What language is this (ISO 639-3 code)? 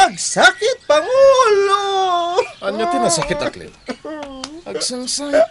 ilo